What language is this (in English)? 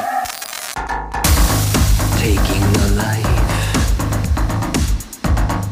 English